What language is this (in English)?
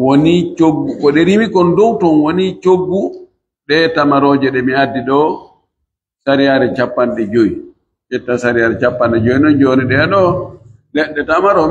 Pular